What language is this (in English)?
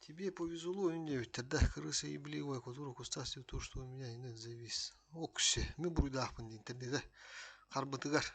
Yakut